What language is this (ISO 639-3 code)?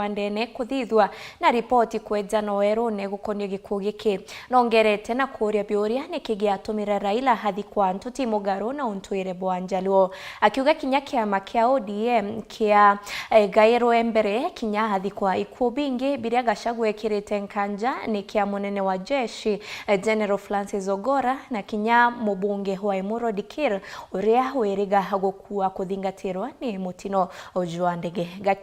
mer